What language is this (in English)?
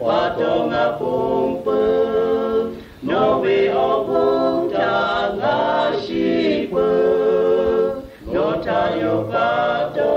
Lahu